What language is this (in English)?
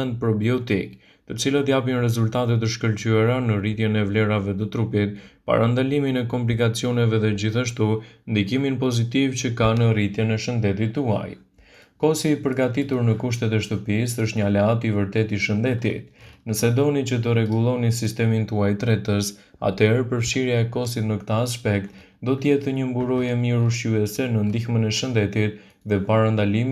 Albanian